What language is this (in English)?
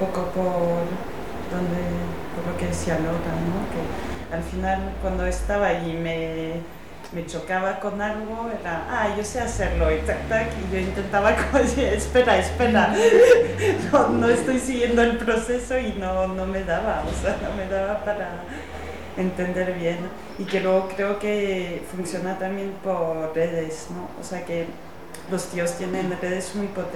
Spanish